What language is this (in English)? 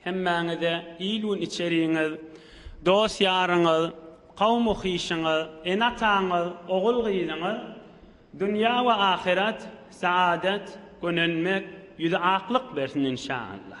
Turkmen